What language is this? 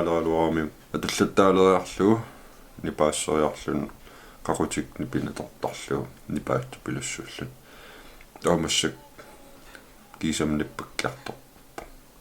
Kalaallisut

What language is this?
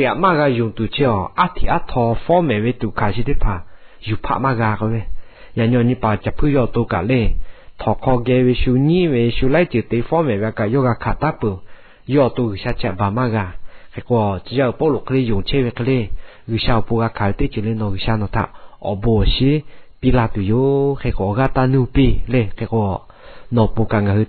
Lahu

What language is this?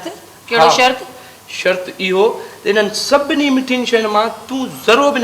Sindhi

